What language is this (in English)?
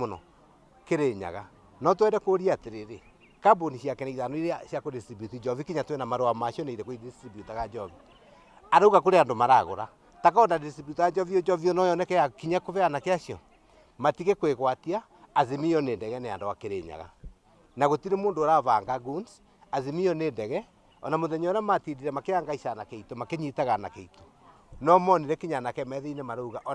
Kikuyu